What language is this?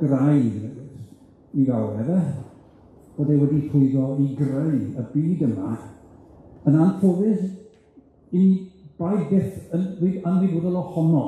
Welsh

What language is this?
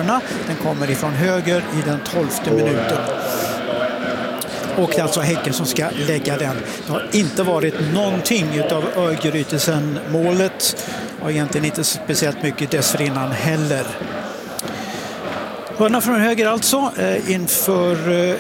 Swedish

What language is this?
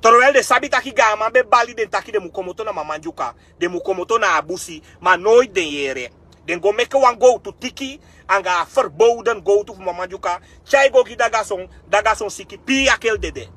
Sranan Tongo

